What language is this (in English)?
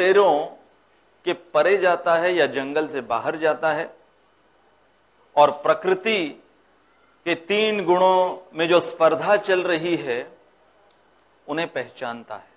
Hindi